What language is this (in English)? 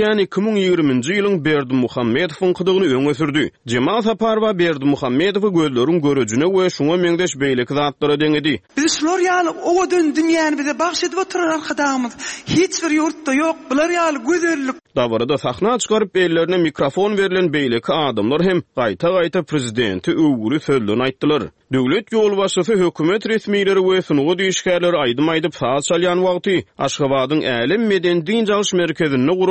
Turkmen